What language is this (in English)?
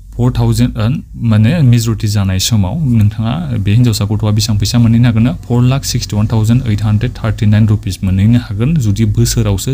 Bodo